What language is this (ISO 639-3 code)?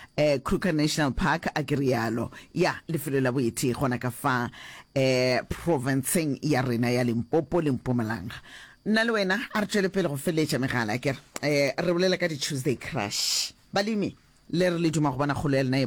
nso